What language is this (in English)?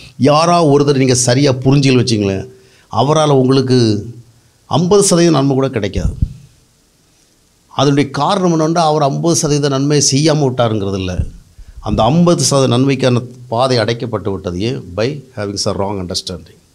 Tamil